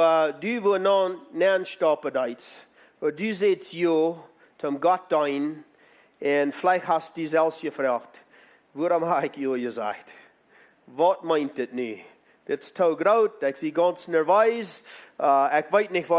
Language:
Plautdietsch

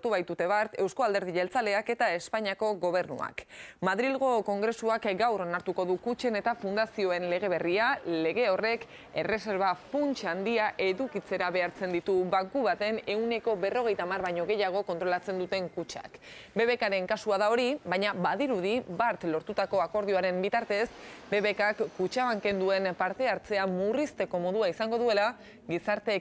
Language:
Basque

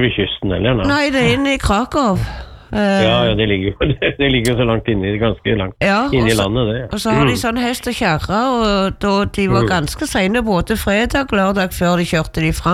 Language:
Norwegian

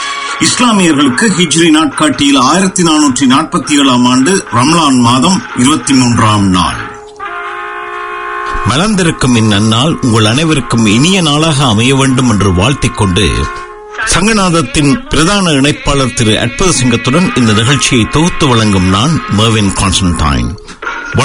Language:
Tamil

